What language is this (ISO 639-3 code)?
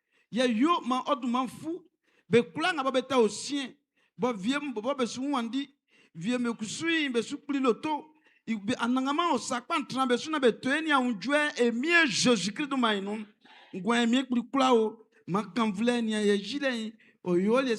bci